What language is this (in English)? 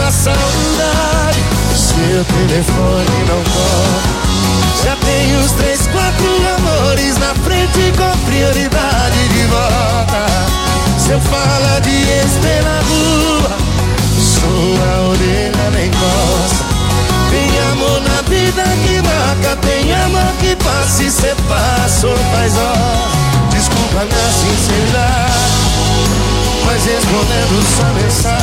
Portuguese